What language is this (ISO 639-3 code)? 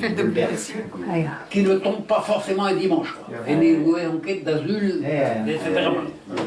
bre